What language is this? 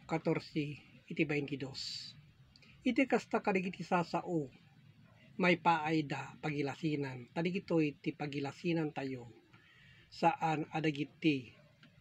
Iloko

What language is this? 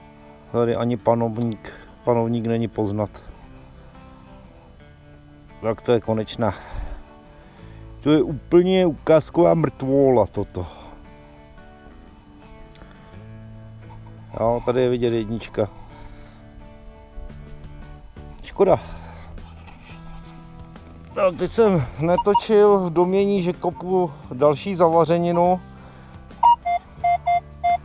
Czech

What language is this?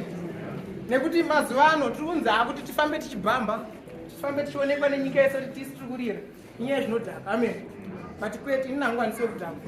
Shona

